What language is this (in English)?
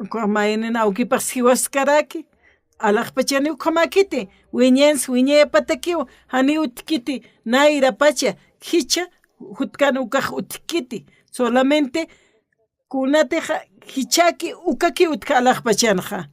Aymara